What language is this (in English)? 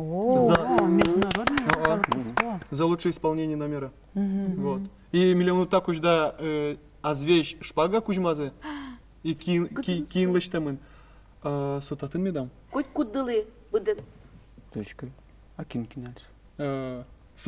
Udmurt